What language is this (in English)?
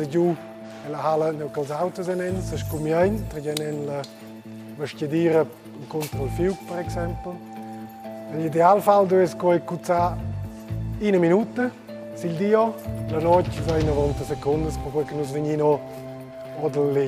Romansh